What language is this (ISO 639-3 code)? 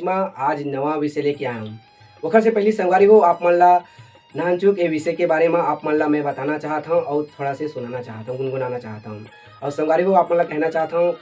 hne